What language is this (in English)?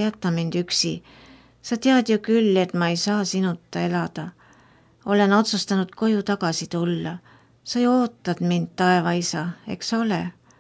Estonian